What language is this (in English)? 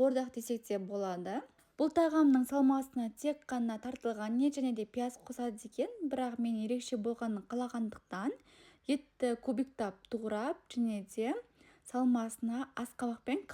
Kazakh